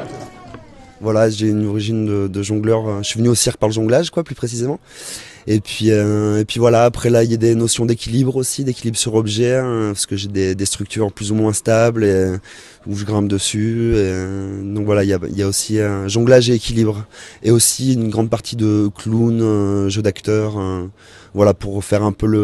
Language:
French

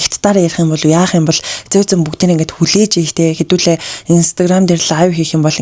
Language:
Mongolian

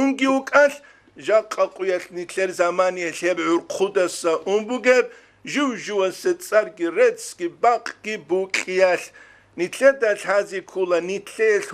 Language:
Avaric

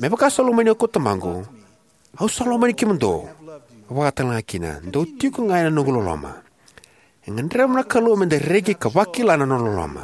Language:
Fijian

